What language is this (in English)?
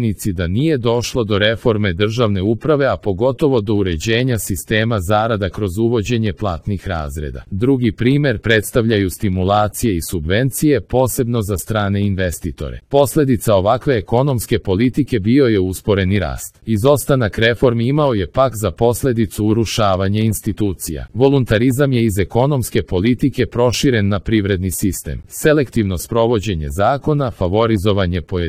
Serbian